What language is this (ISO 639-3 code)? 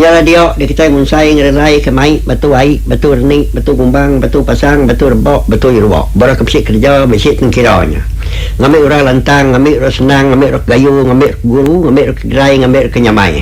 iba